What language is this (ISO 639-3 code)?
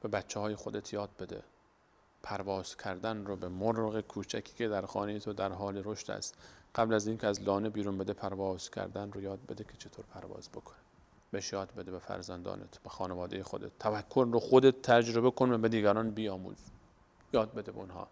fas